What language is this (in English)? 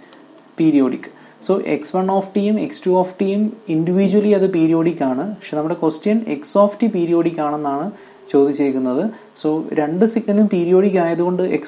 Malayalam